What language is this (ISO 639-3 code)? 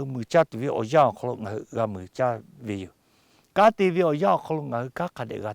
lhu